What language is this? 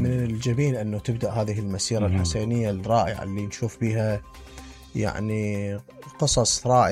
Mesopotamian Arabic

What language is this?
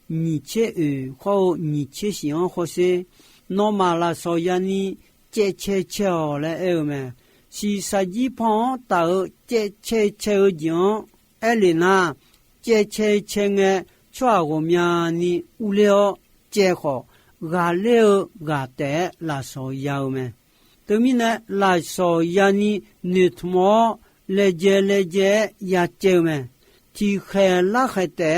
Akha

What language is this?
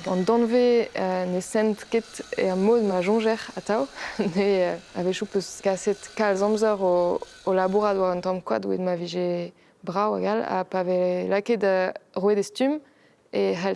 Breton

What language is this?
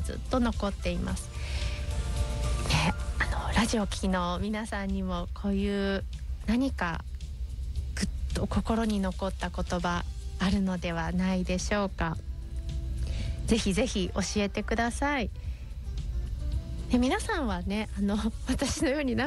Japanese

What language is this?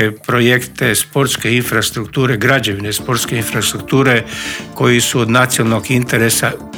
Croatian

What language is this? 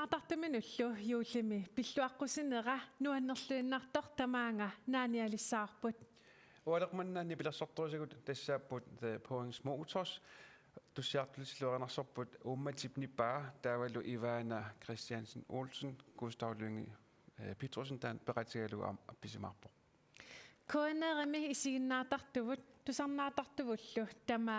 Kalaallisut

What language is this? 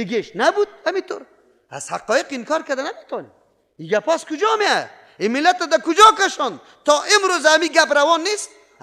Persian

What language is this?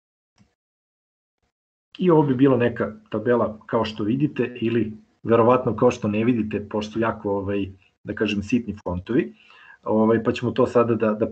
Serbian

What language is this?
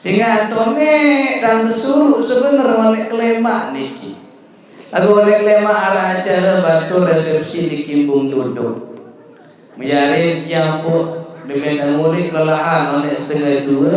Sasak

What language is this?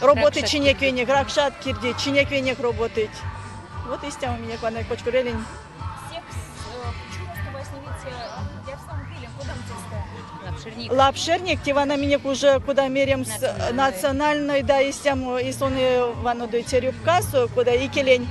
Erzya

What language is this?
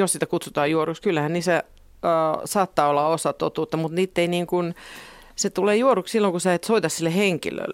Finnish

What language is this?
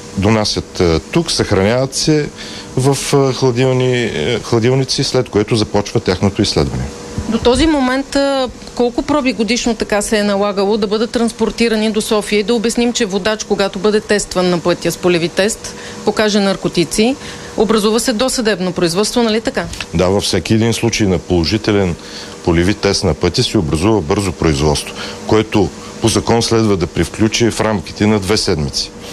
Bulgarian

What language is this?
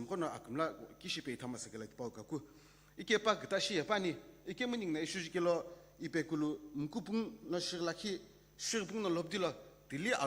Sumi Naga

